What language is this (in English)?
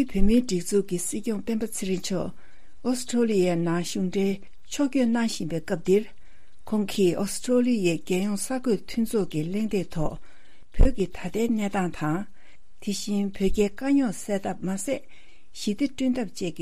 Tibetan